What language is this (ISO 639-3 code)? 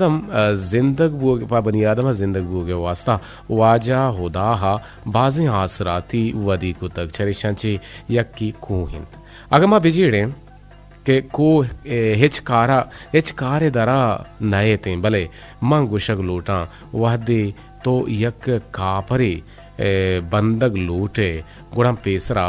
bgp